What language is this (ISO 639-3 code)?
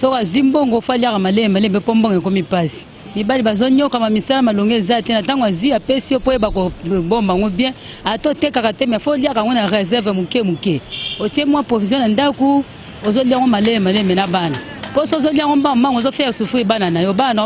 lin